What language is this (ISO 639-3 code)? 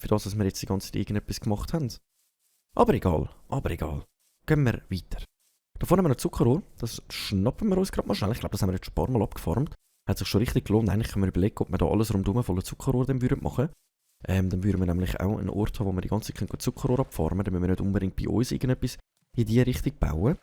gsw